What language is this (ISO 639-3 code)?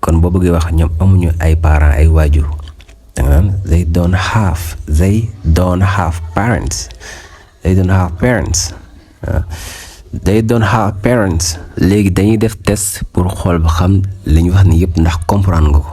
wol